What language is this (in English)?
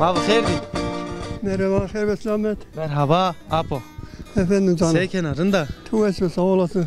Zaza